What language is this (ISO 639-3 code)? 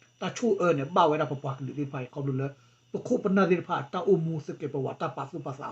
ksw